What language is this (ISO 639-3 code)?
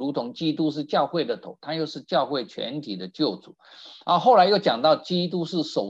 zho